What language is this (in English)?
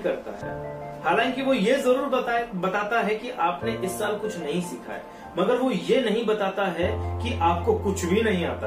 Hindi